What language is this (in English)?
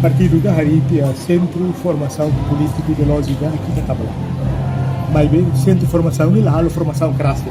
Tetum